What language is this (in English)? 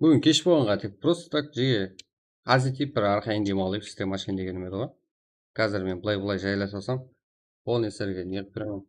Kara-Kalpak